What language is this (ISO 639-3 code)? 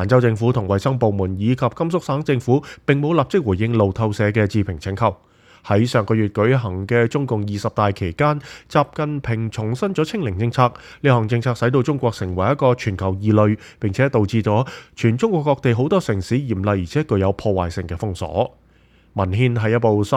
yue